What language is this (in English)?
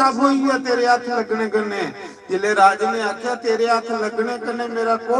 Dogri